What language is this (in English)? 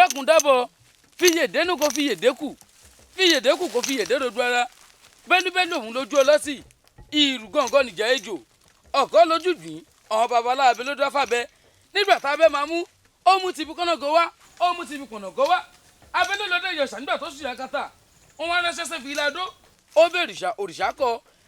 Yoruba